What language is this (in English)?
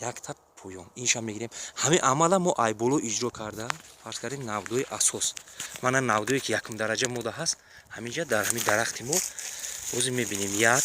Tajik